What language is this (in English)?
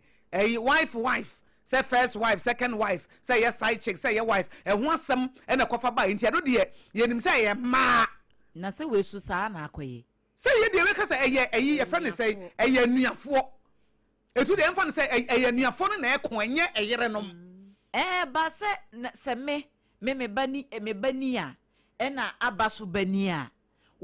Akan